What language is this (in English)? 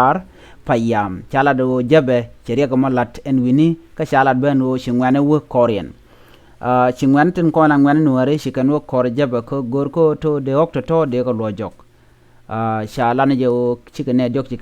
Nuer